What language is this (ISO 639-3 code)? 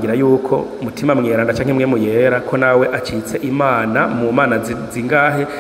run